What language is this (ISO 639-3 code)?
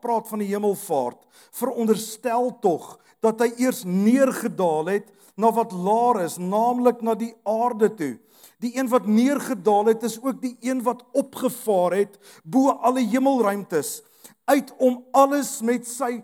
afr